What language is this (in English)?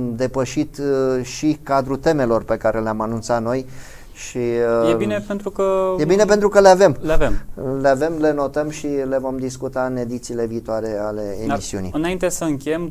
Romanian